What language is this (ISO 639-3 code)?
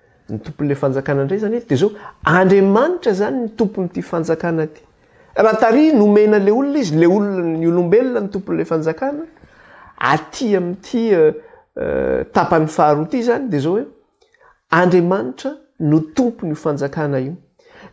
mlg